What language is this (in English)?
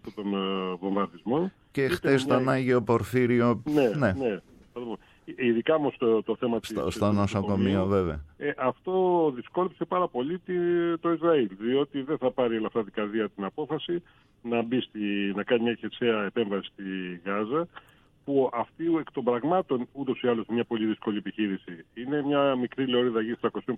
Greek